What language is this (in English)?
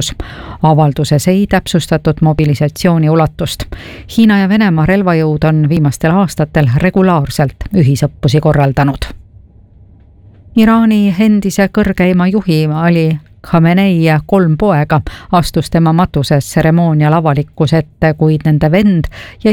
Estonian